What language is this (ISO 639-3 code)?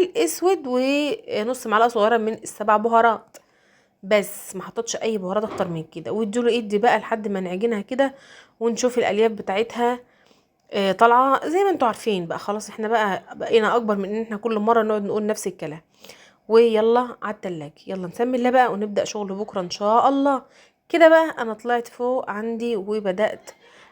arz